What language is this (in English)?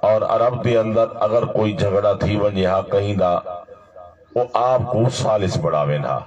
Saraiki